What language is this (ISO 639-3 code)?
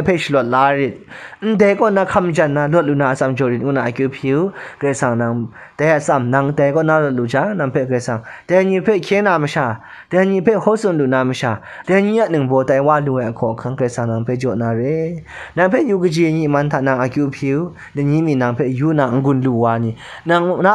kac